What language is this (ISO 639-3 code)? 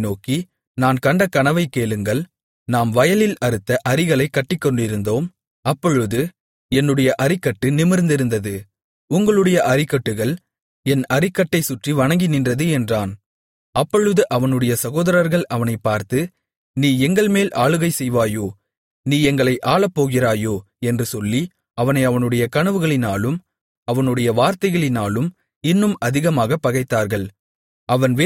tam